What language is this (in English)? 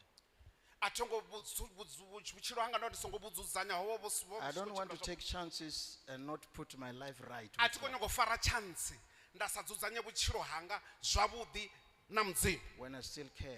Venda